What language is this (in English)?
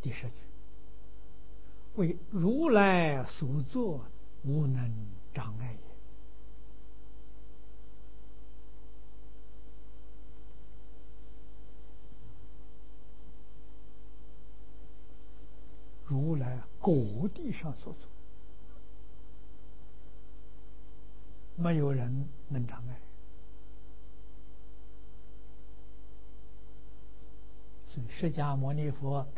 Chinese